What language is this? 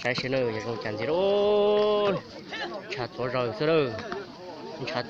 Hmong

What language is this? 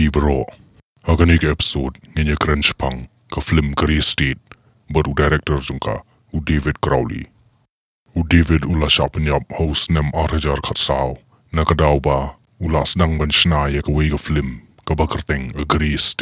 Khasi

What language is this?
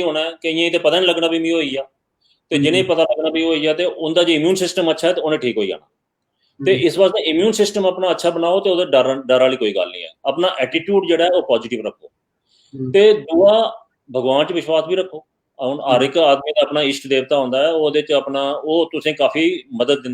Dogri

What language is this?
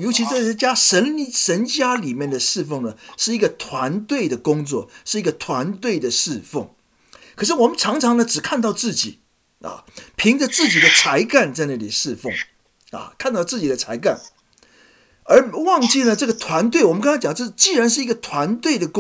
Chinese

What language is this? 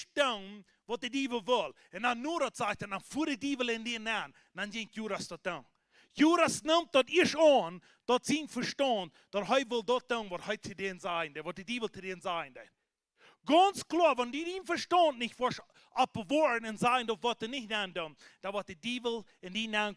Plautdietsch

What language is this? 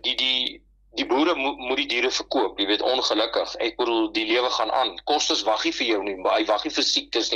Afrikaans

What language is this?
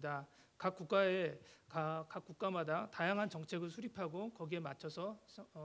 Korean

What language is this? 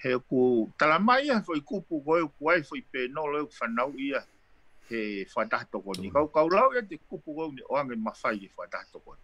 Tongan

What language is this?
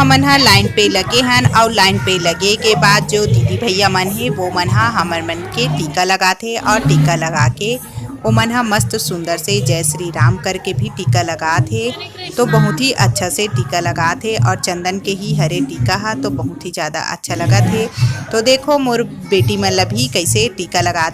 Chhattisgarhi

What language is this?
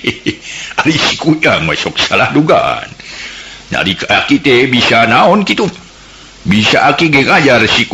Sundanese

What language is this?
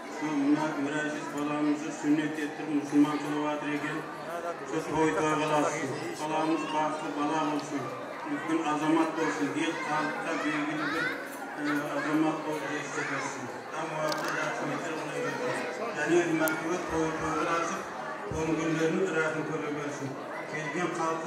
Kara-Kalpak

